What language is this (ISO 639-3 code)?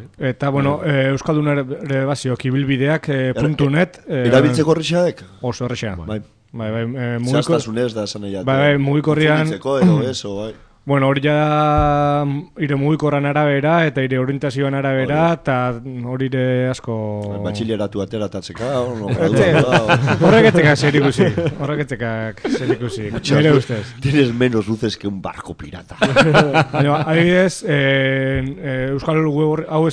eus